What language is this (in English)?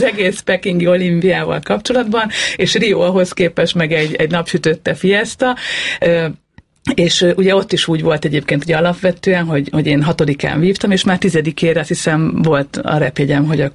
Hungarian